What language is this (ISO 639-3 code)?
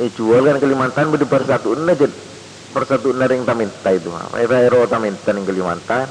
mad